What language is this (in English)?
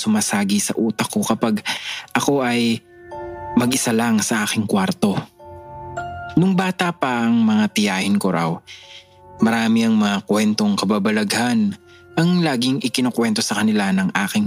Filipino